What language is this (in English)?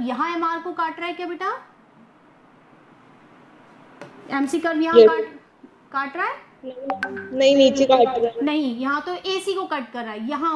Hindi